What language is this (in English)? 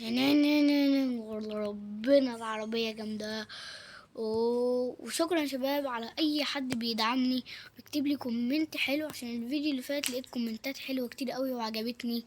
Egyptian Arabic